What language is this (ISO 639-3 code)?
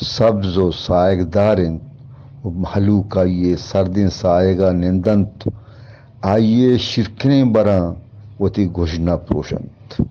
bgp